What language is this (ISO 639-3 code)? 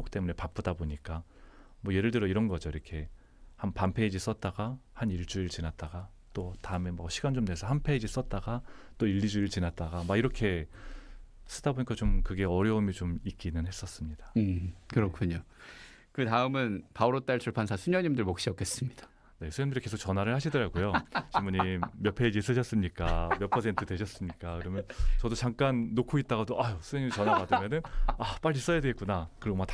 kor